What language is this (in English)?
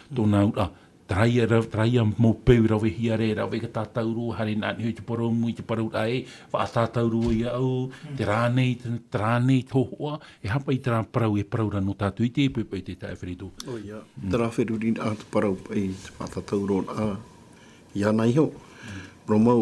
Tahitian